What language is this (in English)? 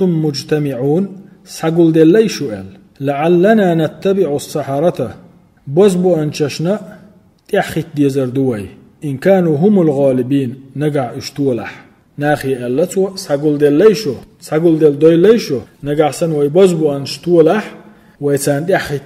Chechen